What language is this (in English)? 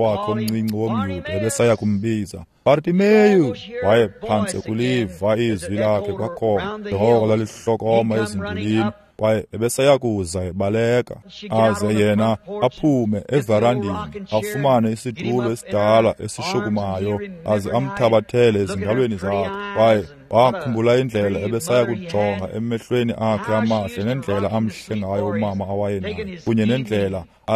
Xhosa